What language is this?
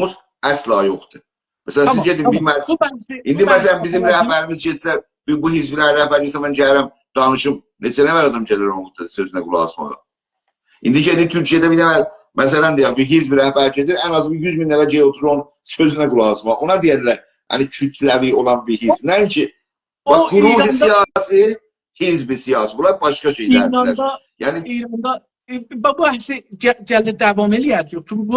South Azerbaijani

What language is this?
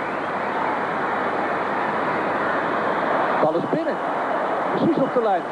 Dutch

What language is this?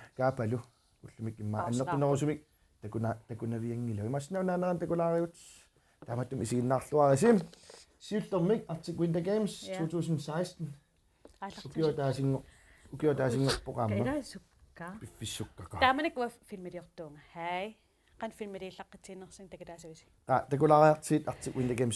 Kalaallisut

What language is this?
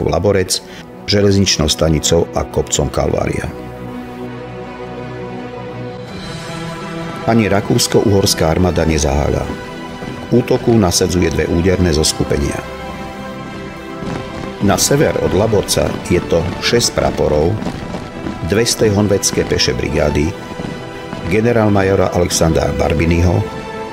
Slovak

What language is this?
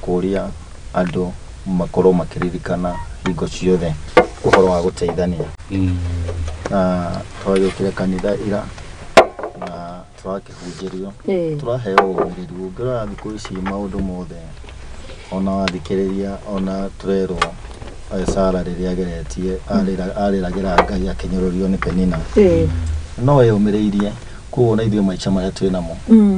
Kikuyu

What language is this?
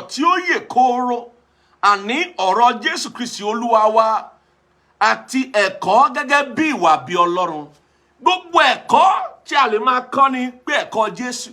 Yoruba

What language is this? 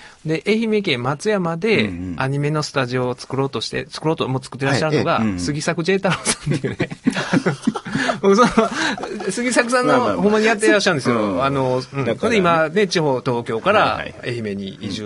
Japanese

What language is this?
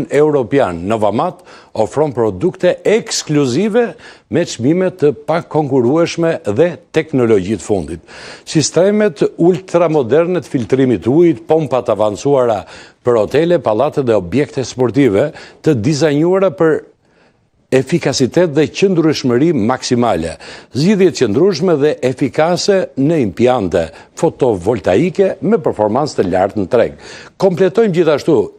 Albanian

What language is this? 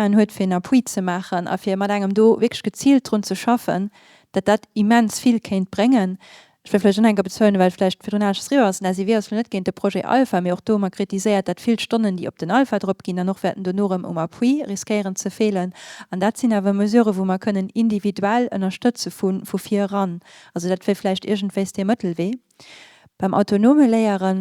Luxembourgish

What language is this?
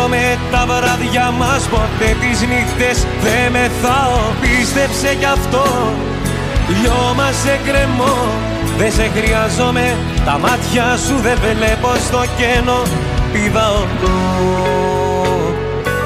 Greek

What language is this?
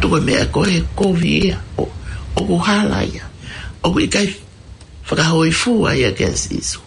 Tongan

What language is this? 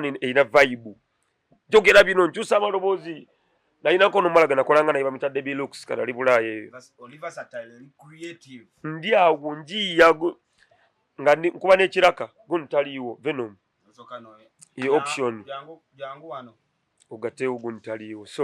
Ganda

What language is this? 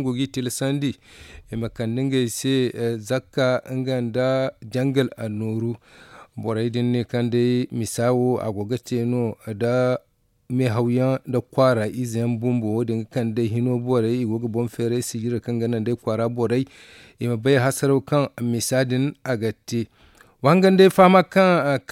Zarma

